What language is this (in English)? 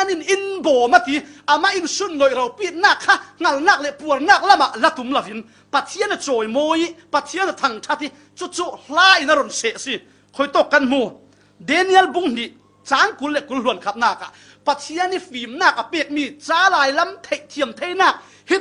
Falam Chin